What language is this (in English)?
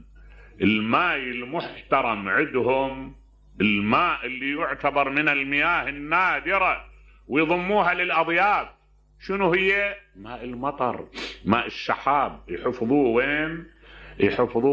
Mesopotamian Arabic